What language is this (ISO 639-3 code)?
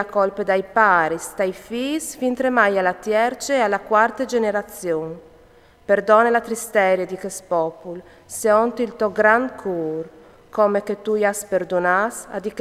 fur